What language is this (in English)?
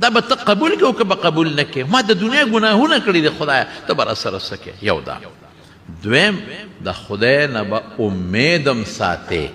Pashto